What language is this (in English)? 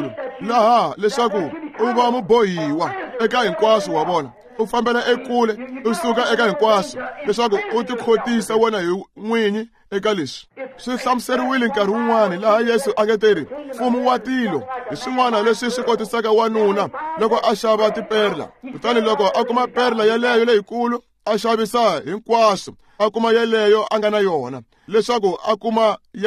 Tsonga